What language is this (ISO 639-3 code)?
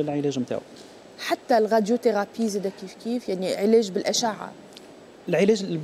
aeb